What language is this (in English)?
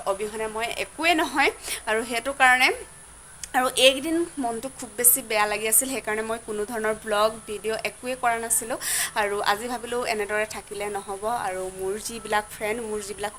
Assamese